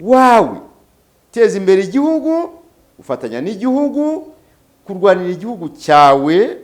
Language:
Kinyarwanda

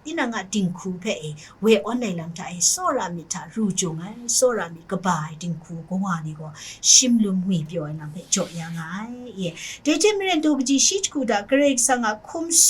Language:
Kachin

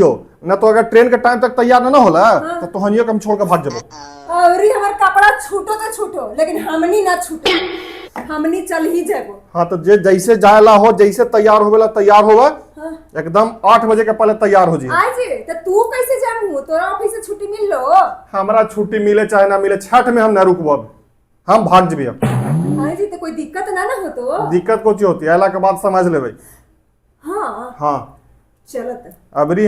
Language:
Magahi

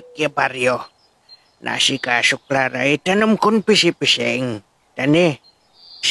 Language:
Pangasinan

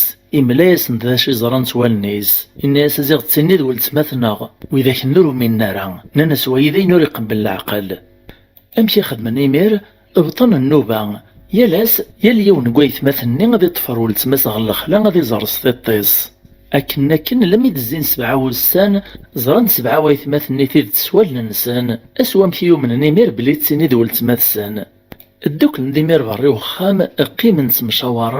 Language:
Kabyle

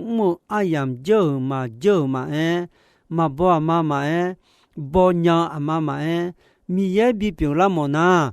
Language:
Akha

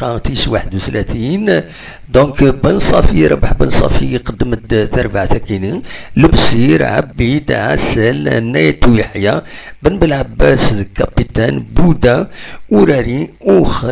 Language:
Kabyle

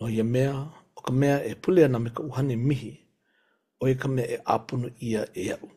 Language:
Hawaiian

